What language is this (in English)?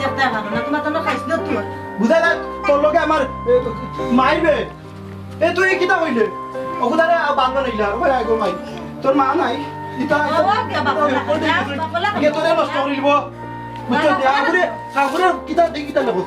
Sylheti